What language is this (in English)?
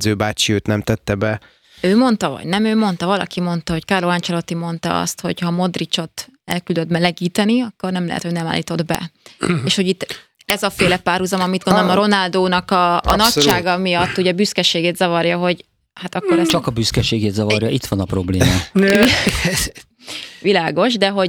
Hungarian